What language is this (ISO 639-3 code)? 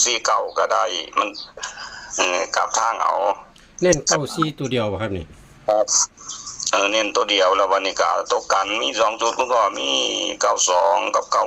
tts